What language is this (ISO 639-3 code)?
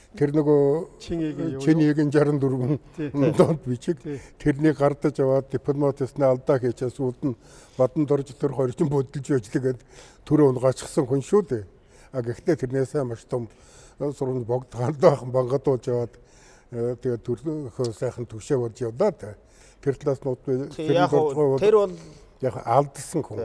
mon